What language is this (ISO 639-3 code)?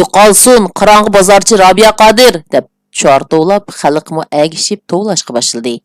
uig